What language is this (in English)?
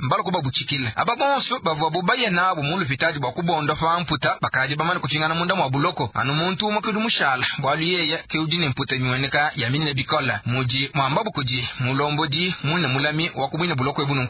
Luba-Lulua